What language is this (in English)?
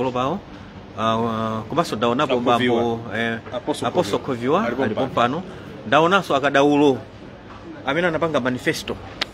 Nyanja